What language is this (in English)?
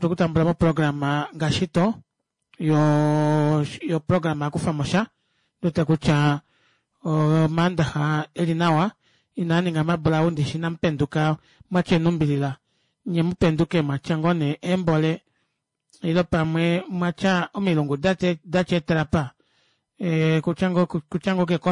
Kuanyama